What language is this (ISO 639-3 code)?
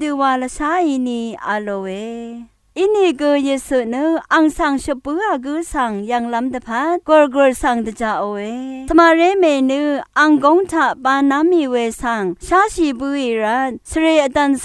raw